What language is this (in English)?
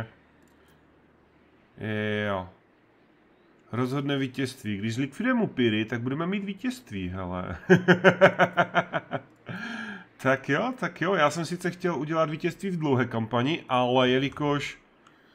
Czech